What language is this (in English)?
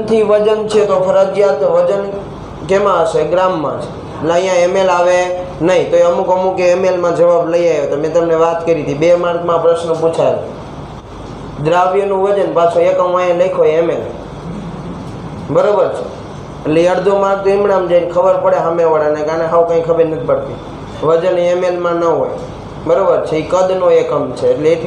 Gujarati